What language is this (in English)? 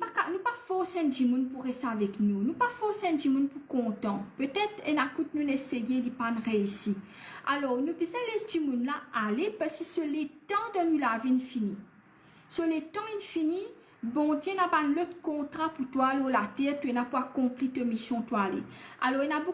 Morisyen